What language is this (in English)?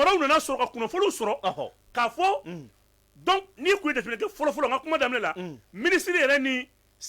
Bambara